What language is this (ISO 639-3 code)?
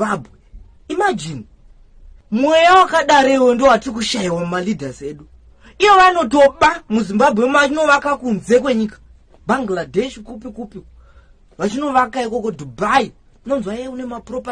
sna